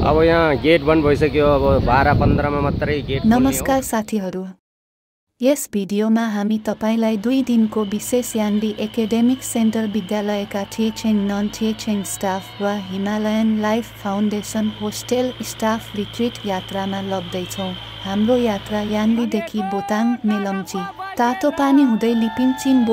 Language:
Nepali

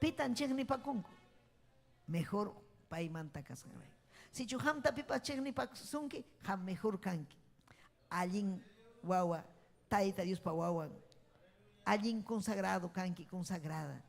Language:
Ayacucho Quechua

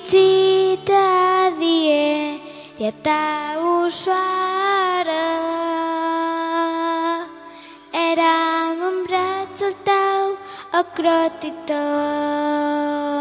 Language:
Romanian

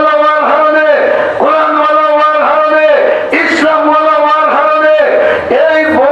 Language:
Sylheti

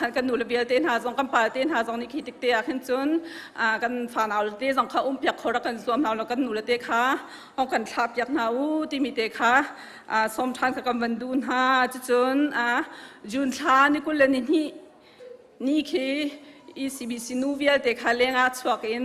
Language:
Hakha Chin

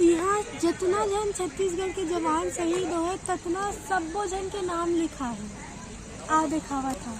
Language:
Chhattisgarhi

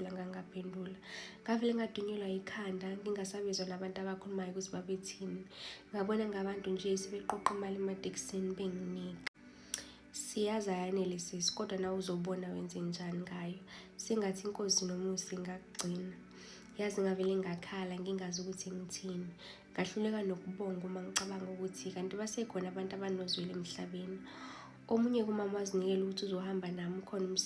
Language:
Zulu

